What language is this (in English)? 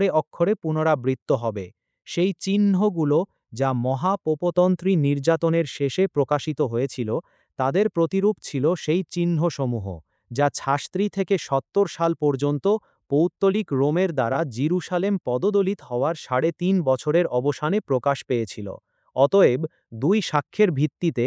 Bangla